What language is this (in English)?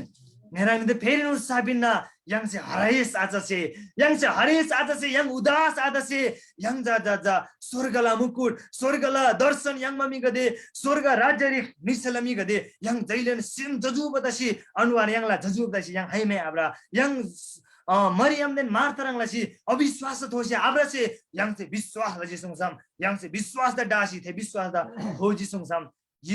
Eastern Tamang